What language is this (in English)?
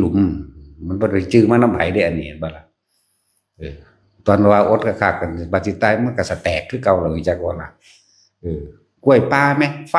Northeastern Thai